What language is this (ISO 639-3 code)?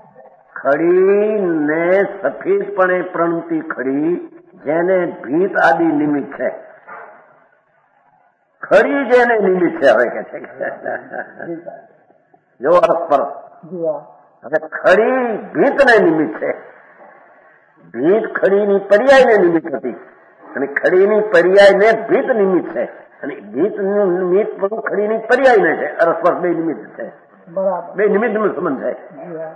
guj